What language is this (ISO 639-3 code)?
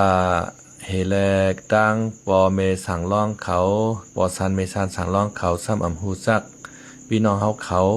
shn